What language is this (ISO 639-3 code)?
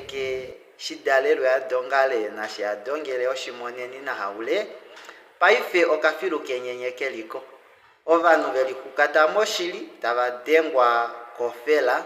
kua